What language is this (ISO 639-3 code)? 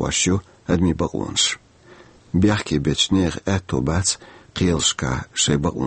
che